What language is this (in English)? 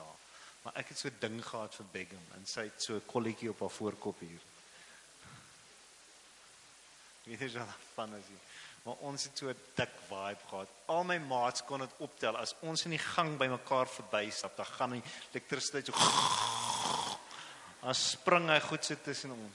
Afrikaans